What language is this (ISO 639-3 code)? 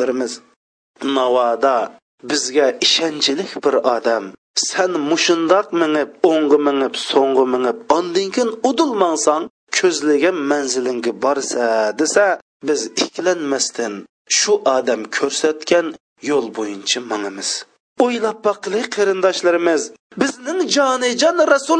uig